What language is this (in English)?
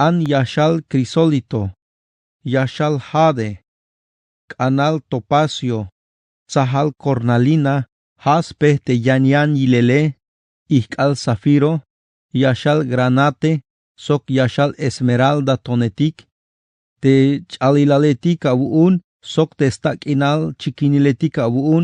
Tzeltal